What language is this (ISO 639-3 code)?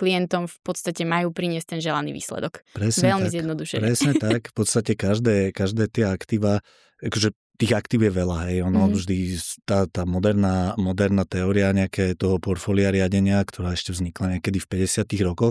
slk